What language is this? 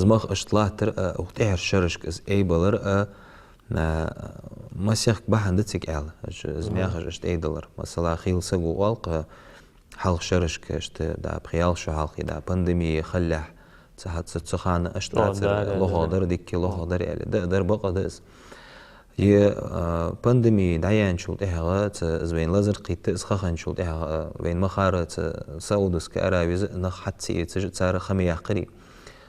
Ingush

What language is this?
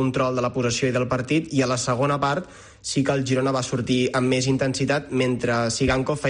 Catalan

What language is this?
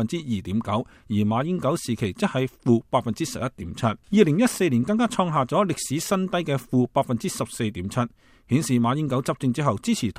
Cantonese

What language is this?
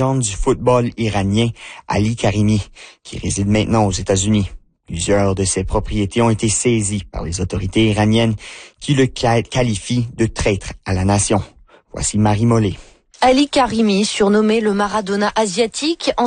French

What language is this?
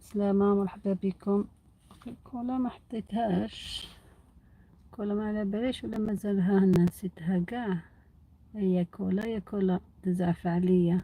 Algerian Arabic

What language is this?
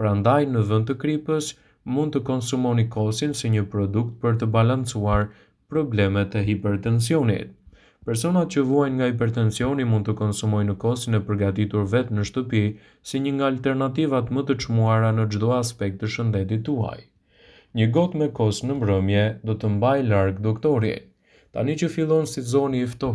Albanian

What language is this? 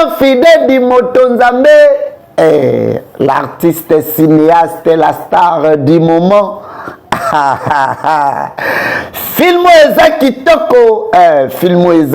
Lingala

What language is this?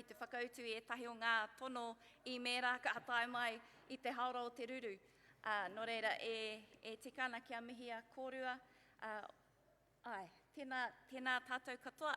Māori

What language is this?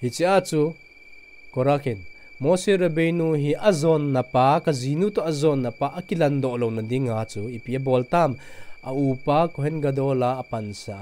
Thado Chin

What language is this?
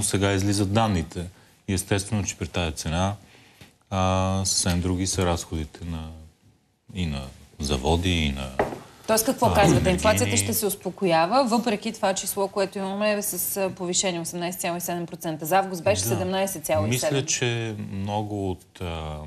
Bulgarian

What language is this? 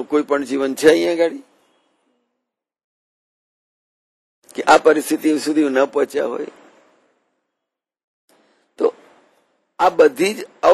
Gujarati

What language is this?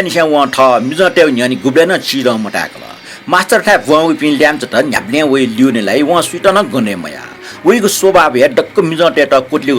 Newari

